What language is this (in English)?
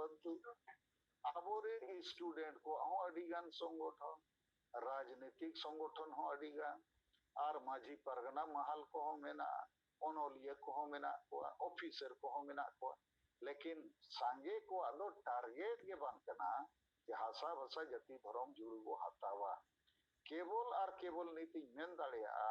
Santali